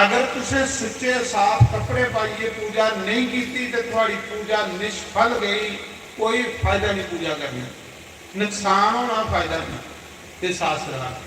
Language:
Dogri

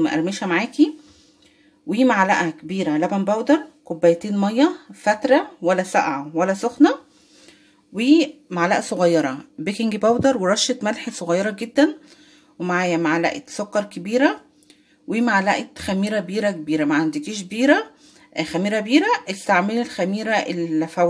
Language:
Egyptian Arabic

